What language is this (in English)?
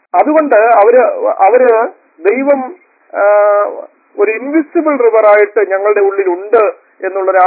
Malayalam